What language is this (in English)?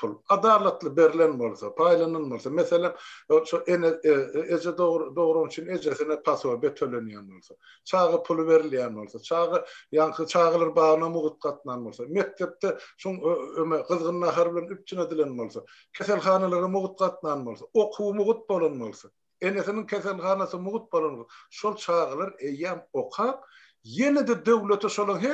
Turkmen